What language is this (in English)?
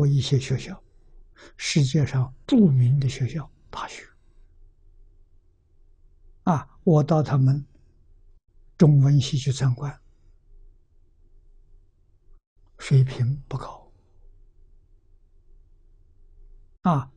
Chinese